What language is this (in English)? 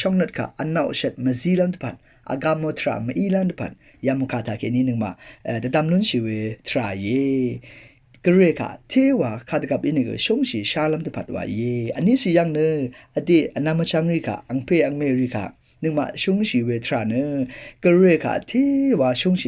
Rawang